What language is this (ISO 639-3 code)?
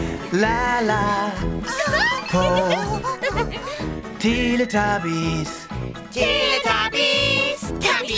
deu